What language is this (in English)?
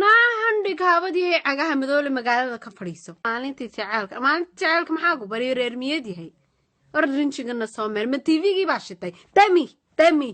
Somali